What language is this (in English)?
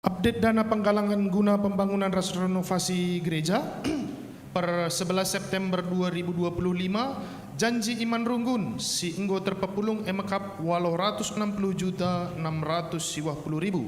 Batak Karo